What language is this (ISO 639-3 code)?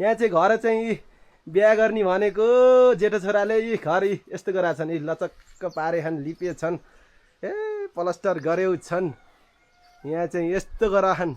nep